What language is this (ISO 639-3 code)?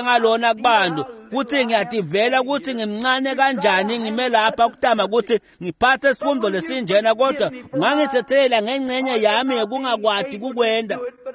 ssw